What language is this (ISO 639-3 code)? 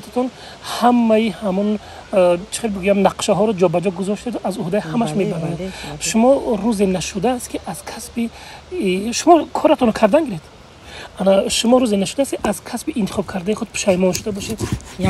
tgk